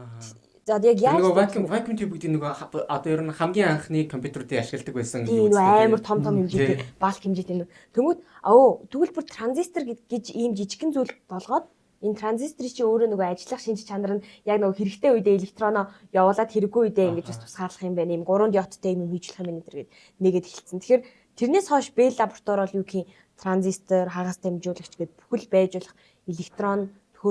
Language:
Mongolian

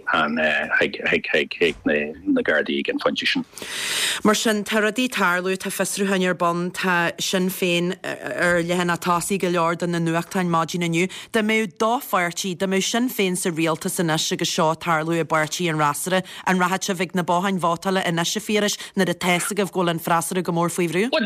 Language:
Irish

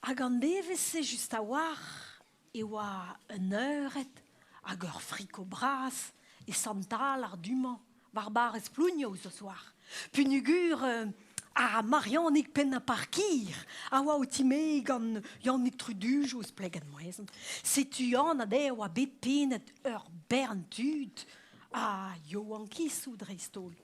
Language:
Breton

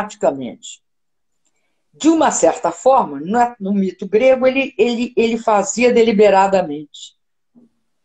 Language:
Portuguese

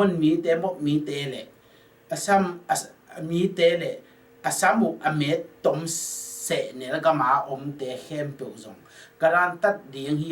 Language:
Tedim Chin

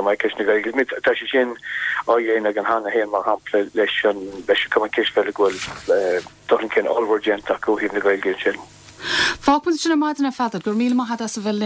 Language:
Irish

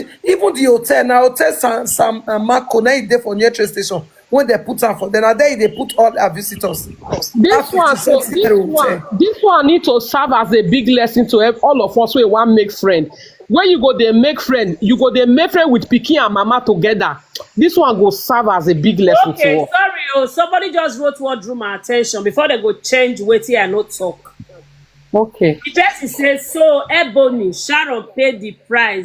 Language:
Nigerian Pidgin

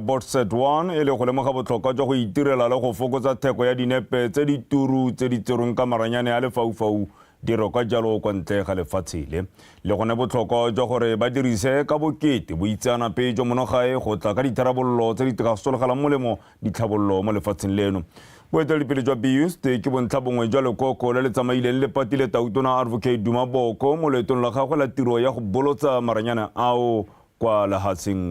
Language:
Tswana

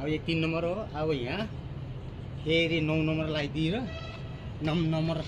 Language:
Nepali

